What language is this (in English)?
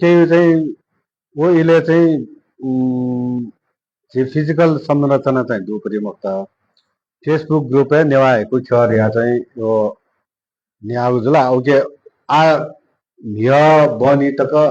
Newari